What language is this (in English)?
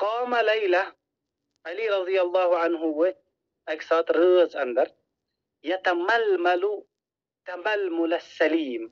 Kashmiri